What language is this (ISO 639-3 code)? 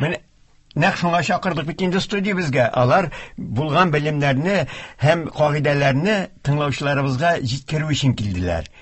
tat